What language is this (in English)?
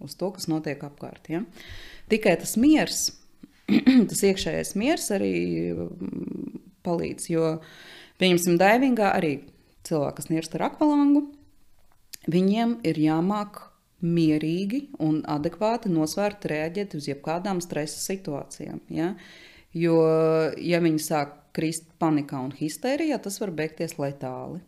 Latvian